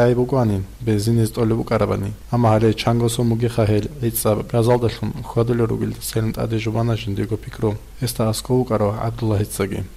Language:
Avaric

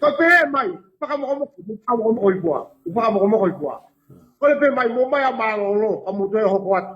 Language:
Tongan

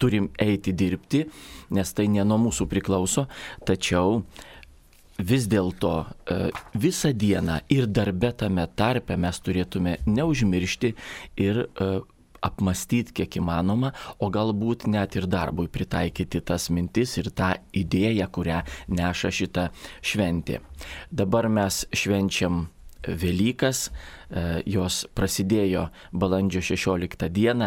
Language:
Lithuanian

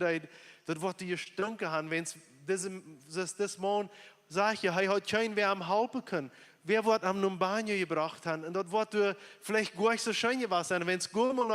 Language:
Plautdietsch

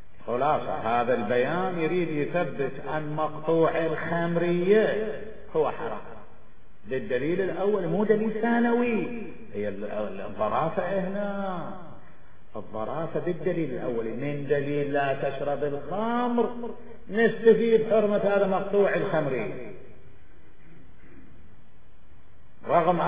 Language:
Arabic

